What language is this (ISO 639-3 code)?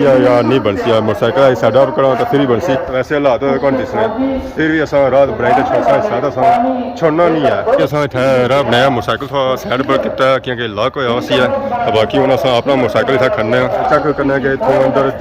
phr